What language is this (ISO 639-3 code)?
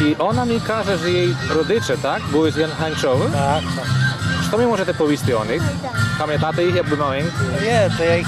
rue